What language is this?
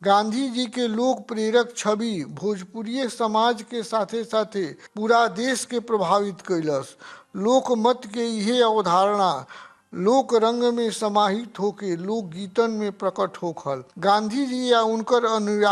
Bhojpuri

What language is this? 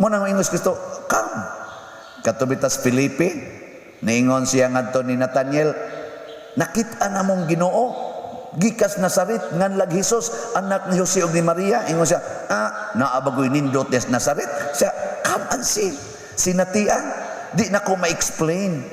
Cebuano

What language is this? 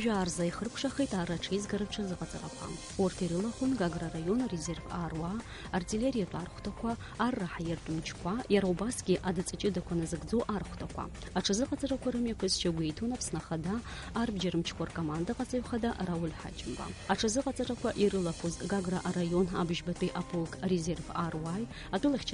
Abkhazian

